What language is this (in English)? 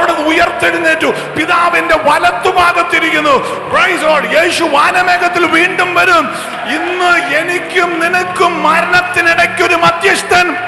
Malayalam